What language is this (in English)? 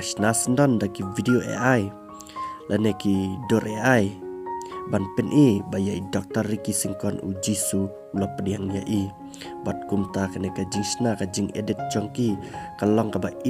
Khasi